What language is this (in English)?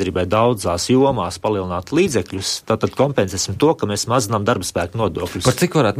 Latvian